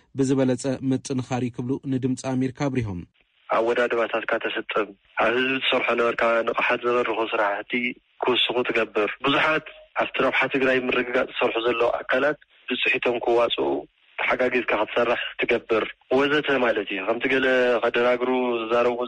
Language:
Tigrinya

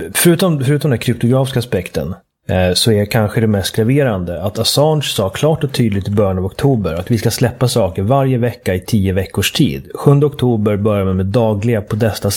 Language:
Swedish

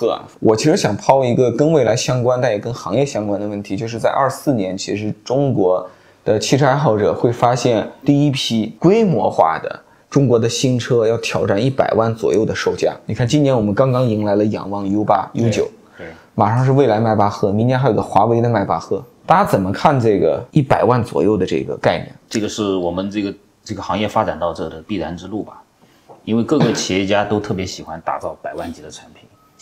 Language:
Chinese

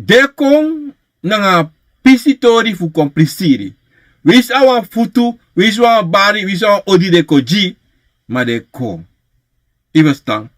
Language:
Sranan Tongo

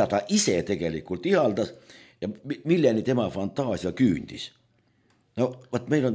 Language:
Estonian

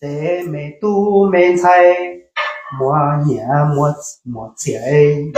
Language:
Hmong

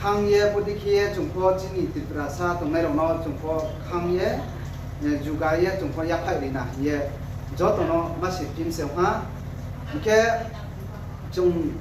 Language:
Riang (India)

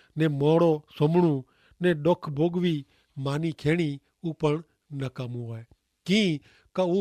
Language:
Kachhi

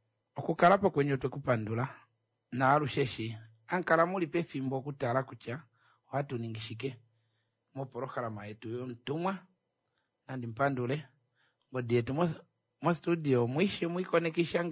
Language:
Kuanyama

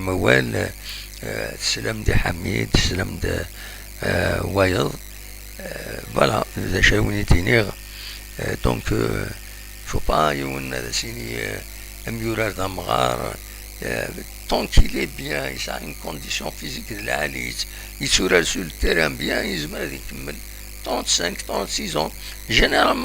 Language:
Kabyle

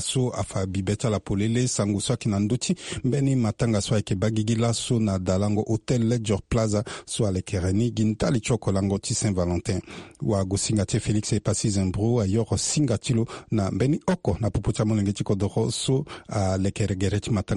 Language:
Sango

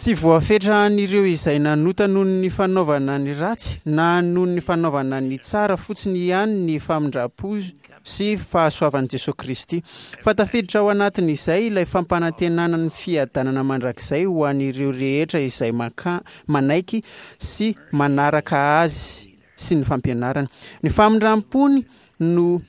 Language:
Malagasy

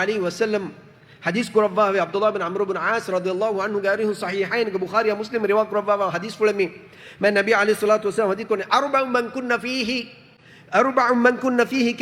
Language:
Divehi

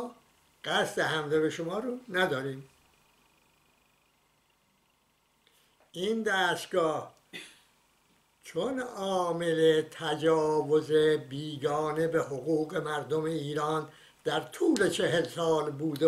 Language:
Persian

